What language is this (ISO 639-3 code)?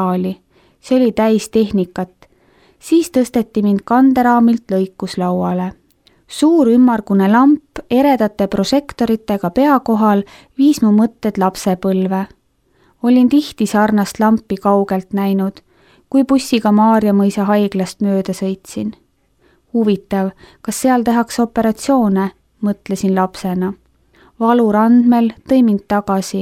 est